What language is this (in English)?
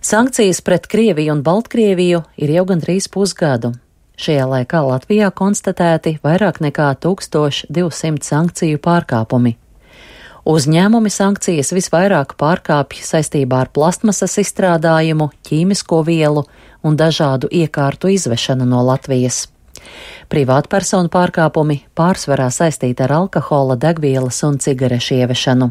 Latvian